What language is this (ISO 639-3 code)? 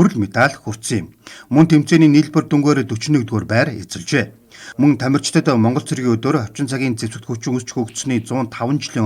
mon